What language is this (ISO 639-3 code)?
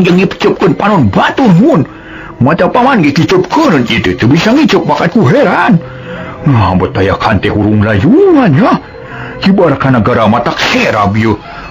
sun